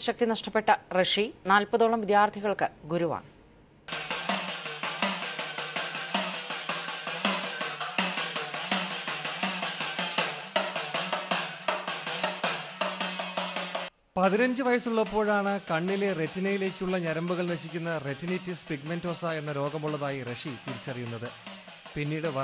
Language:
Malayalam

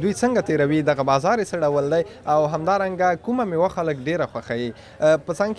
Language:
Pashto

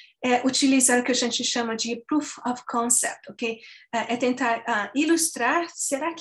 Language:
Portuguese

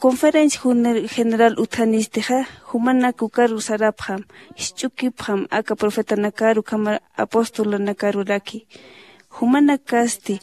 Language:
Aymara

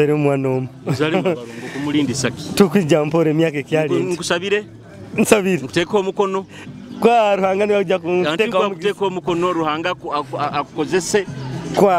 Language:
Nyoro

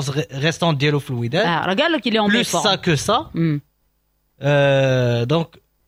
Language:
Moroccan Arabic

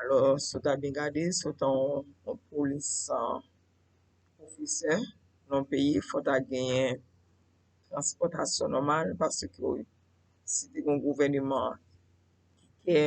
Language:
Haitian Creole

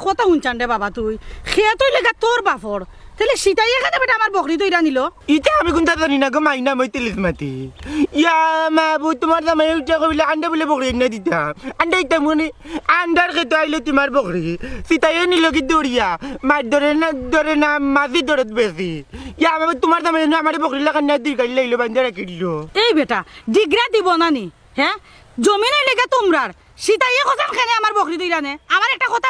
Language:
Sylheti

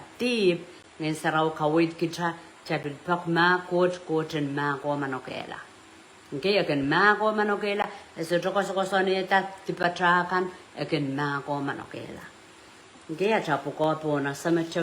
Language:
Pohnpeian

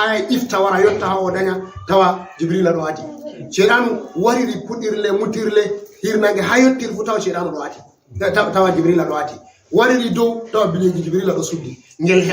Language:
Fula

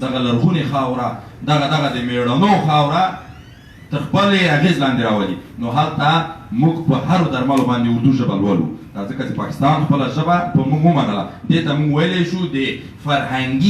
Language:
Pashto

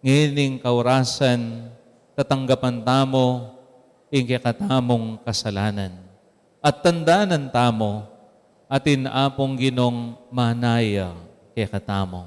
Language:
Pampanga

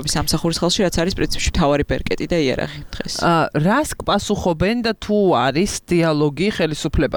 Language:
Georgian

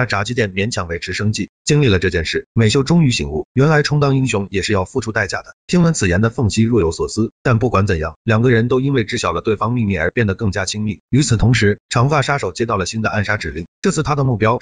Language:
Chinese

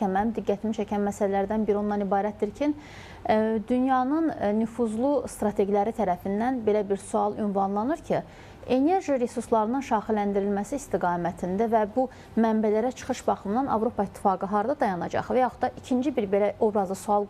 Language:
Azerbaijani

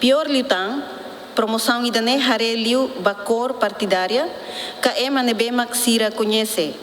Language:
Tetum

